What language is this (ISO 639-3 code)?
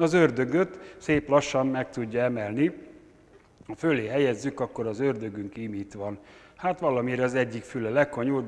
hun